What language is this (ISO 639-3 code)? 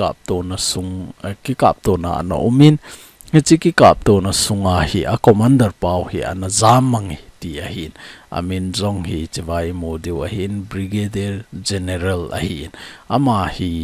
tcz